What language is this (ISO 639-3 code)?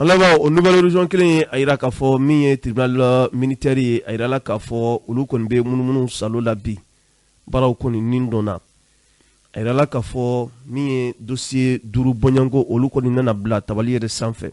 bam